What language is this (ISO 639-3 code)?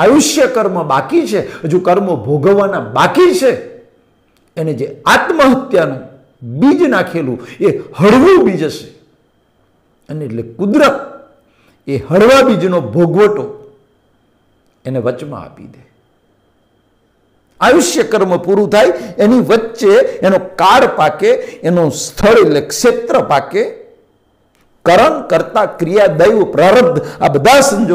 guj